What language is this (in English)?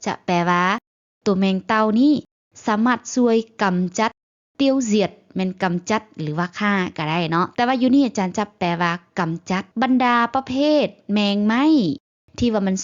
Lao